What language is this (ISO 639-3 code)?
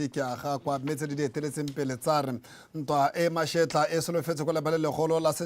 tsn